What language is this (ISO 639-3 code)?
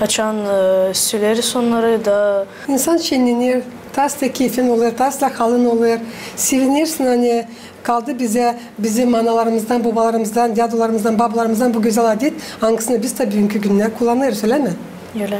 gag